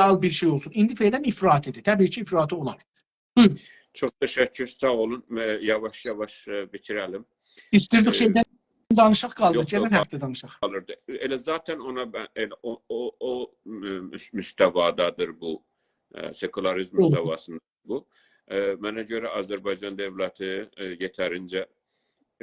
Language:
South Azerbaijani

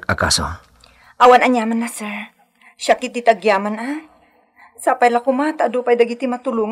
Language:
Iloko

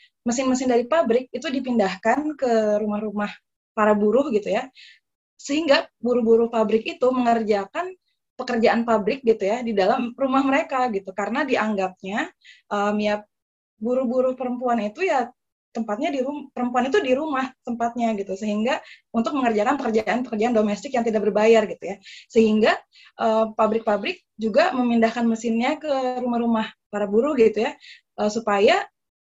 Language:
Indonesian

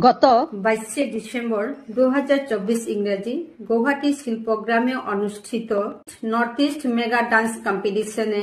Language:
Bishnupriya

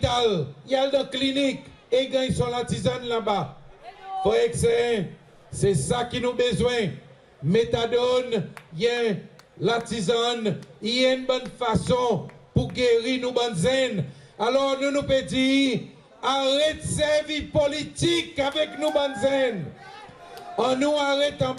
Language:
Seselwa Creole French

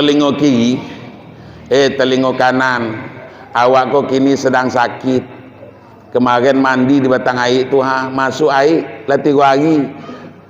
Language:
Minangkabau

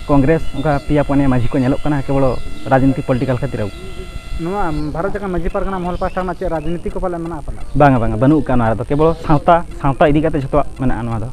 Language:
Santali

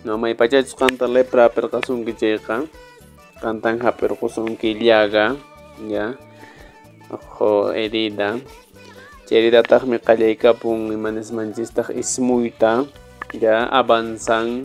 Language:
Quechua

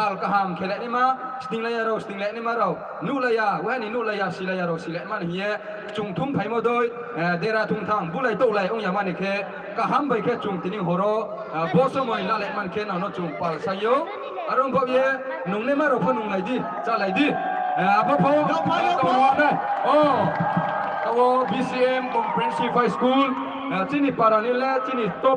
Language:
Riang (India)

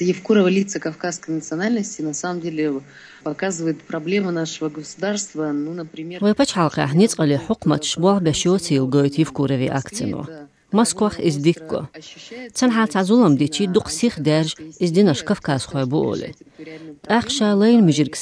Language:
Chechen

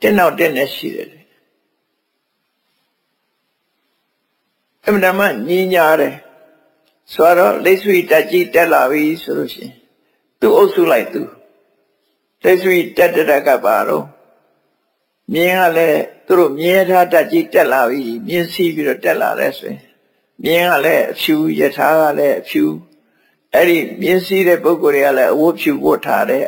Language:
Burmese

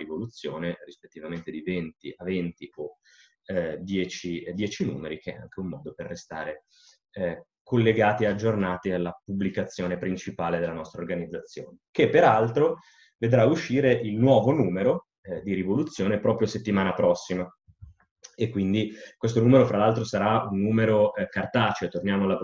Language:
Italian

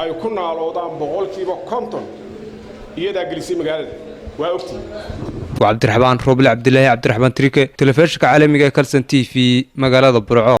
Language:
Somali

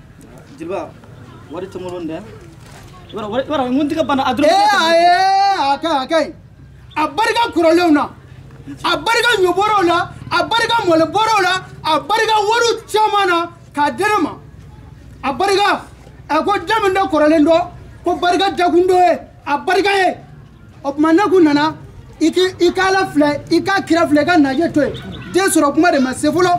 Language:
Shona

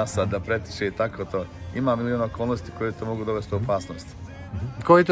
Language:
Serbian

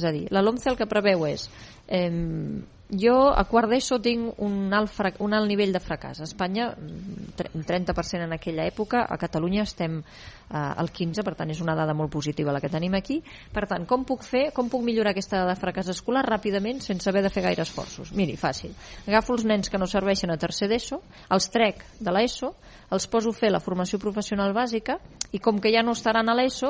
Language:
Catalan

